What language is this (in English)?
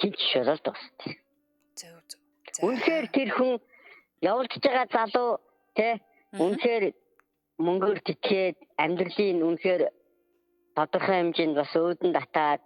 Mongolian